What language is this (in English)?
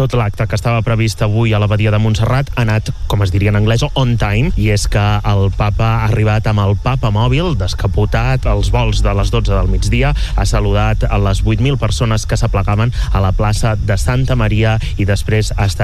Catalan